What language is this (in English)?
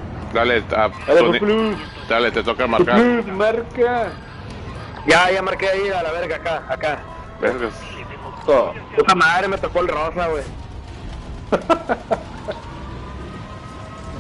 Spanish